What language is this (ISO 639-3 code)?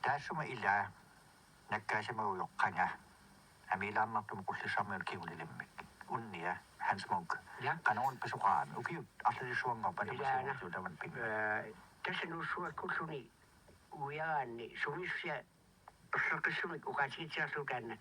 kal